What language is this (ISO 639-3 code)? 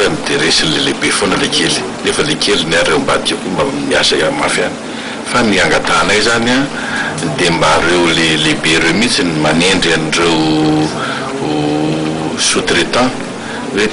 mlg